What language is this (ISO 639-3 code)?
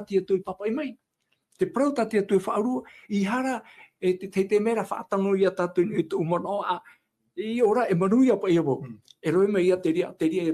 tah